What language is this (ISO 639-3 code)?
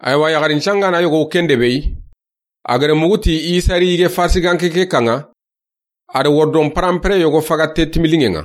snk